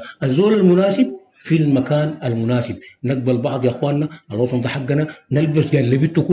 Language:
Sudanese Arabic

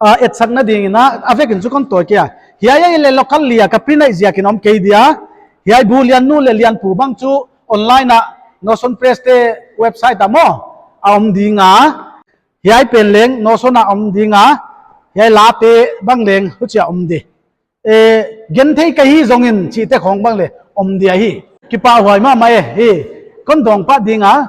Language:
Paite Chin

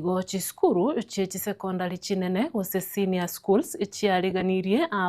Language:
Gusii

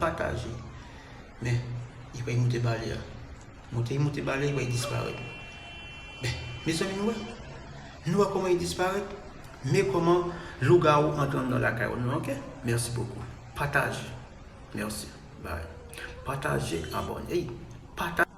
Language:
Haitian Creole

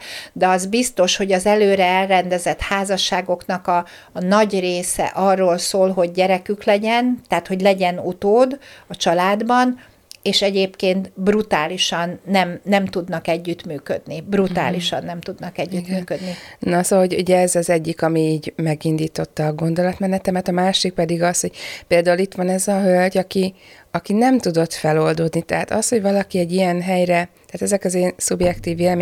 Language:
Hungarian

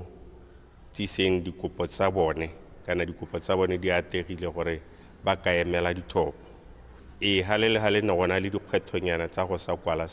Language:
Tswana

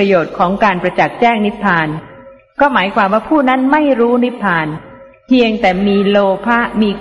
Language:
Thai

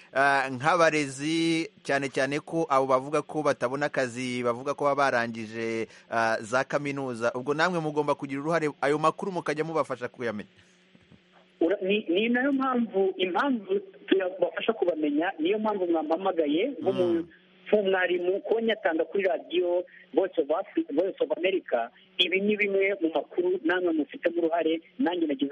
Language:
Kinyarwanda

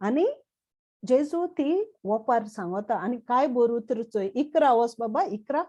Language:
Konkani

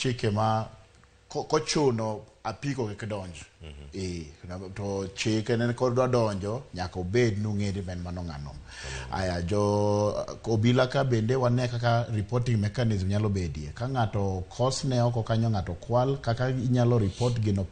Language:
Luo (Kenya and Tanzania)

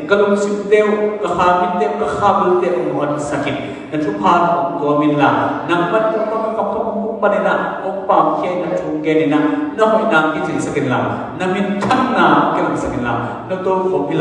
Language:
Tedim Chin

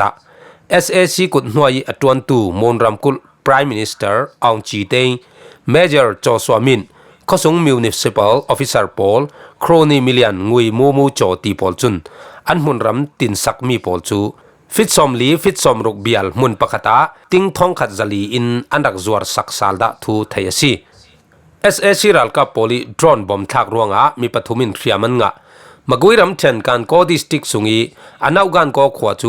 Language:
Falam Chin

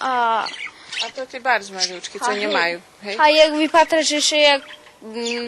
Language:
Rusyn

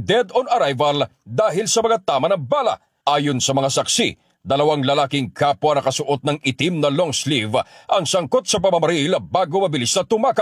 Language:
Filipino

